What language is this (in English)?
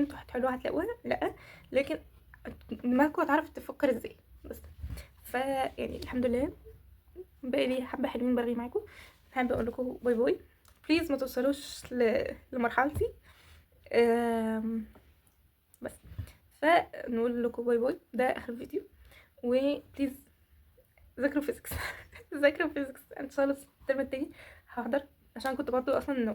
Egyptian Arabic